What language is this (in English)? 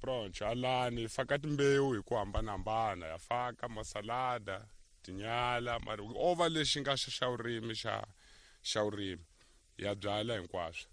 Tsonga